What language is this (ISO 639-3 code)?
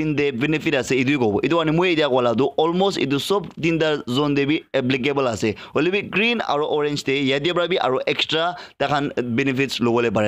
nag